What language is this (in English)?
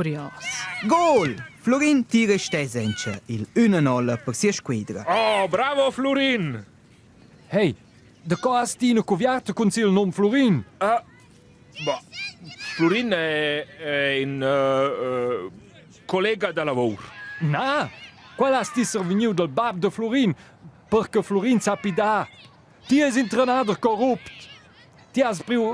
Romansh